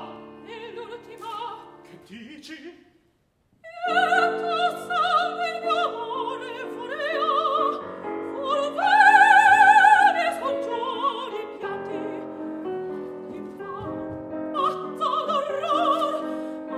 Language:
Italian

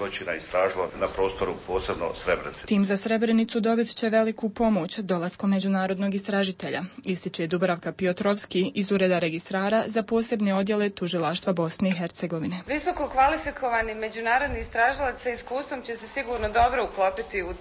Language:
Bosnian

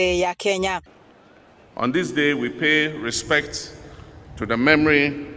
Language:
Gusii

